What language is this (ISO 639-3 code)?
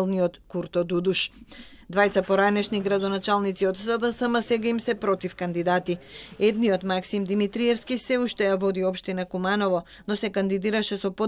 mkd